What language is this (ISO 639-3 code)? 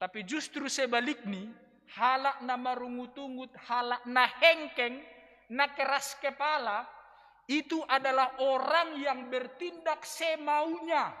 bts